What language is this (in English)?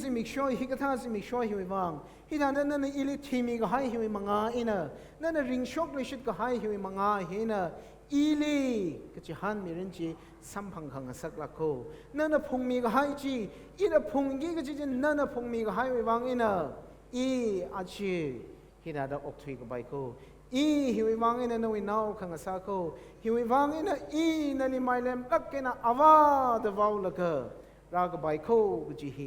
Tangkhul Naga (India)